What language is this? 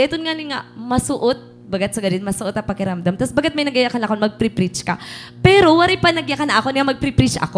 Waray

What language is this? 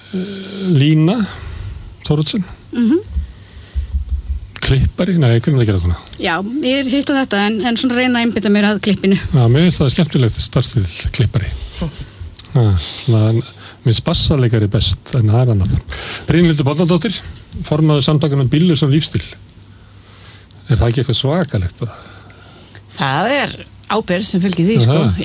Icelandic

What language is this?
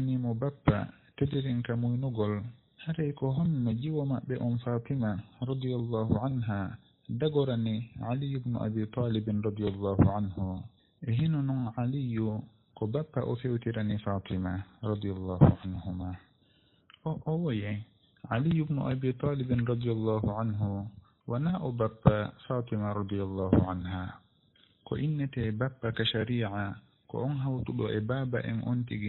Fula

